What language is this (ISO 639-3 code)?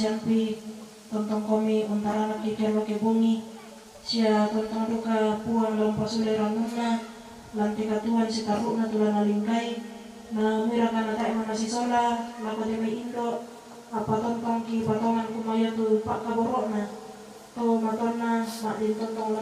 sda